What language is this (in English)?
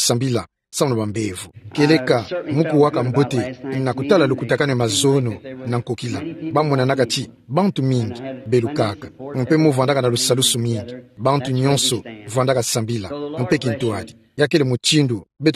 Kituba (Democratic Republic of Congo)